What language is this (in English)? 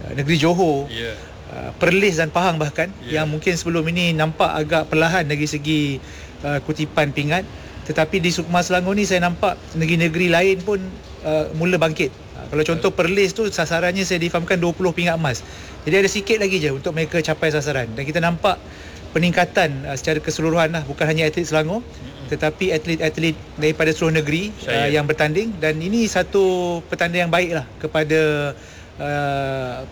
Malay